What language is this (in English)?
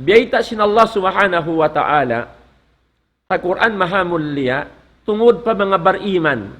Tausug